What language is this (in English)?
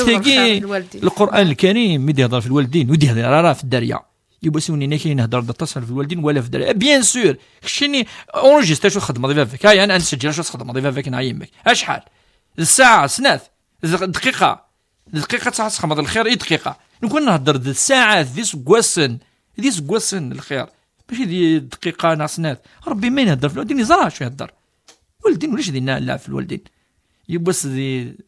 Kabyle